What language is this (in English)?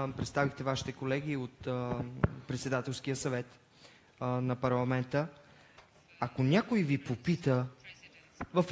Bulgarian